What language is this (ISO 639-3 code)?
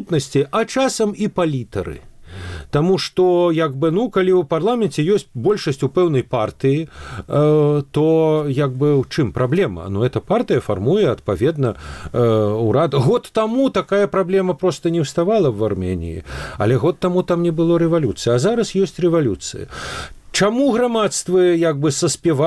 bel